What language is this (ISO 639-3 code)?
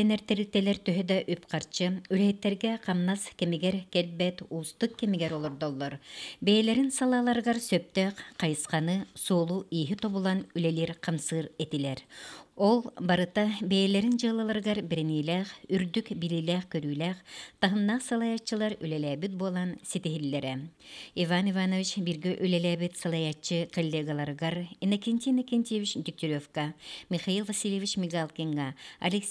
sah